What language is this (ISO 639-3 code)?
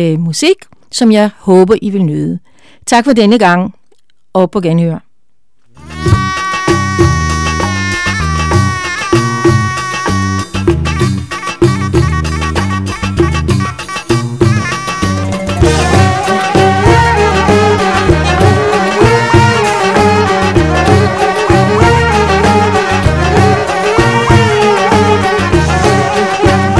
dan